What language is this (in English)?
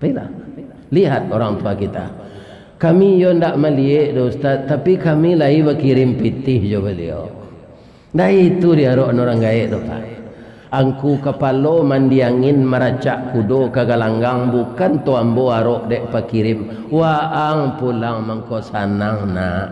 Minangkabau